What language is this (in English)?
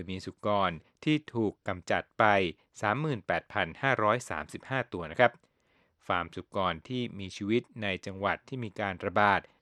Thai